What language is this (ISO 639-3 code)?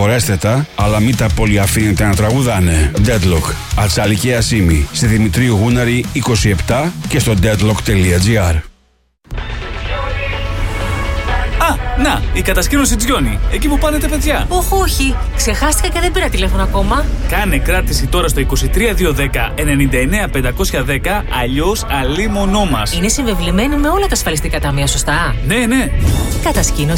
ell